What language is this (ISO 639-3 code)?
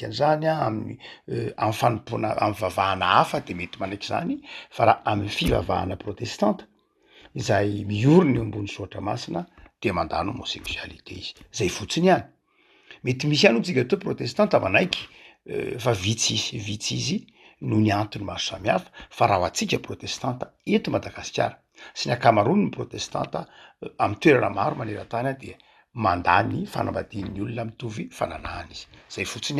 mlg